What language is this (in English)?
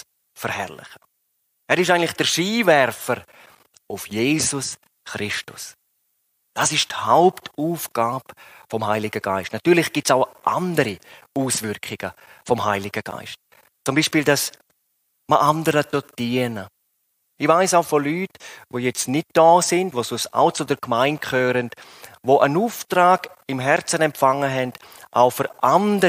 Swiss German